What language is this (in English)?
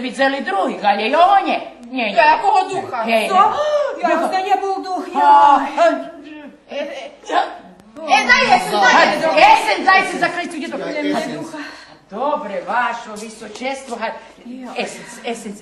Rusyn